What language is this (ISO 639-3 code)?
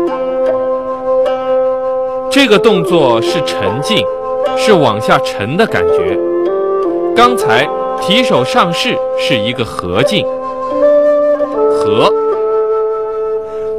zho